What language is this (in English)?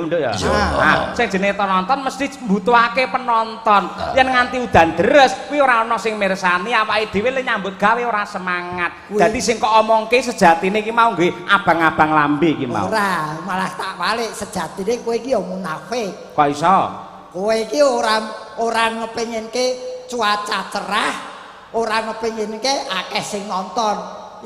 Javanese